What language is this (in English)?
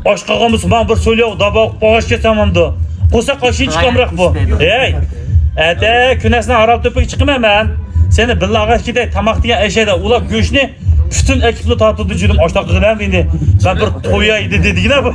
Uyghur